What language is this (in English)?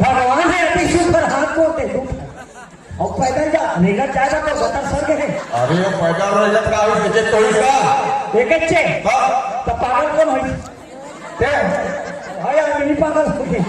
Chhattisgarhi